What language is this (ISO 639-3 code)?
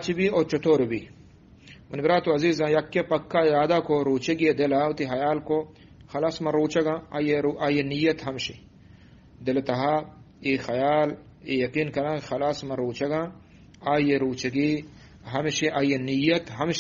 bgp